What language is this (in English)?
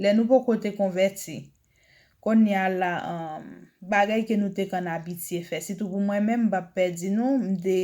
Haitian Creole